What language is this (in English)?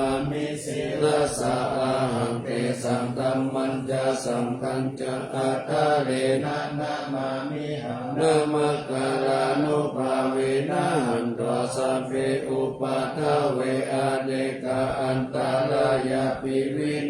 Pali